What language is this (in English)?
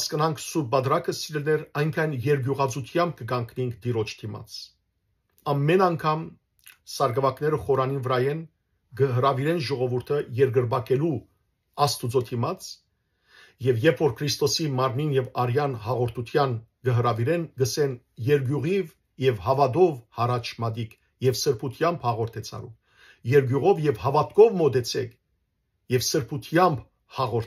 Western Armenian